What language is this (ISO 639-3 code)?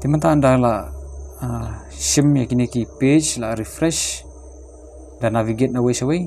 kha